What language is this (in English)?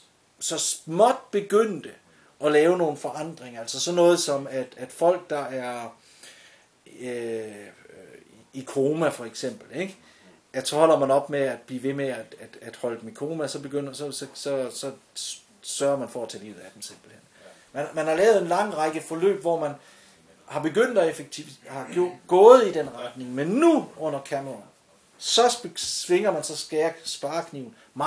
Danish